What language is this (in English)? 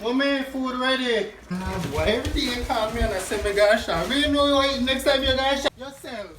Jamaican Creole English